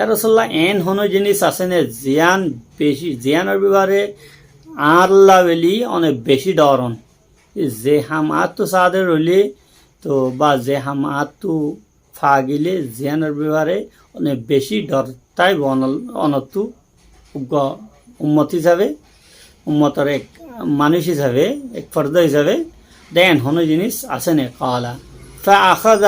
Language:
Rohingya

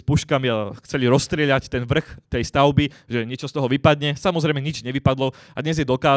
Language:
Slovak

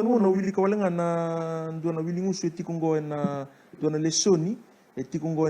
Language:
Fijian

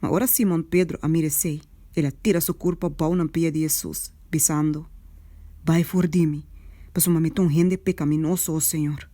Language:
Papiamento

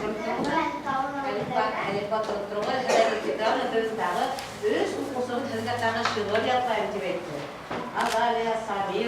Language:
Bashkir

